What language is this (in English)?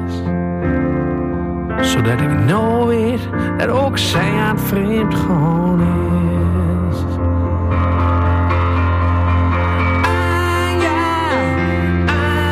Dutch